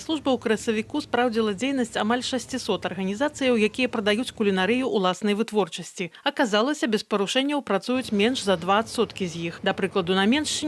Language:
Belarusian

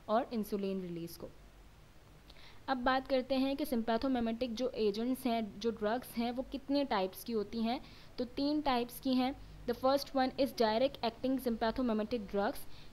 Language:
Hindi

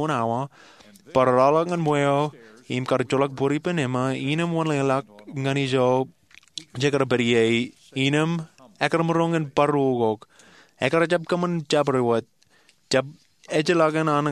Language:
Marshallese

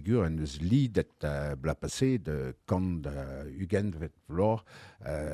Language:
Breton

